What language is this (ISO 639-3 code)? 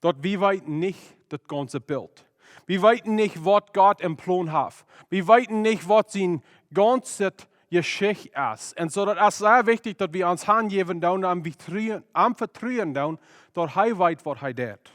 pdt